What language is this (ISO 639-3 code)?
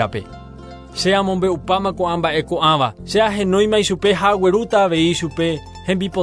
grn